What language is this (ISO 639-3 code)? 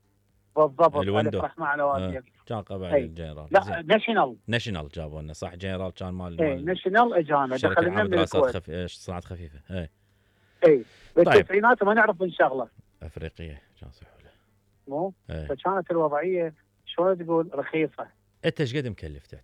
acm